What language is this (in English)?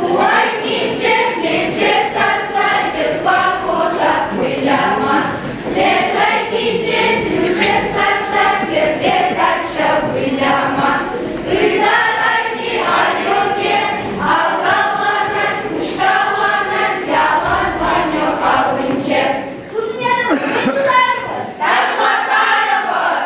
Chuvash